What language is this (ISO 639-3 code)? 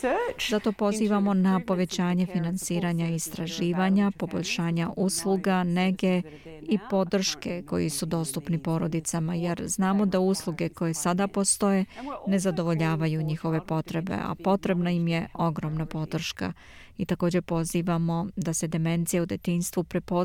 srp